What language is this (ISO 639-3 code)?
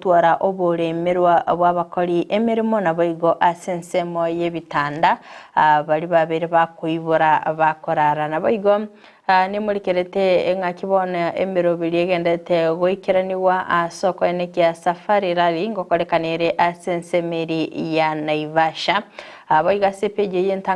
guz